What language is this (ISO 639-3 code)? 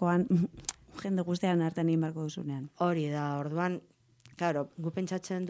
eus